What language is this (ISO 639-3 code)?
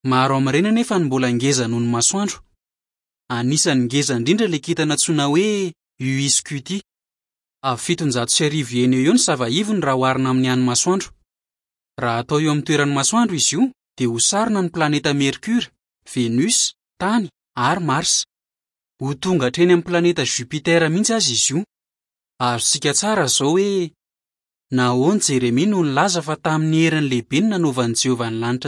mlg